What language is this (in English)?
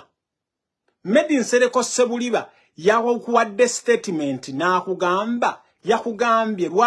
Ganda